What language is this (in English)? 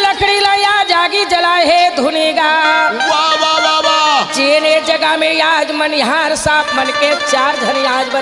Chhattisgarhi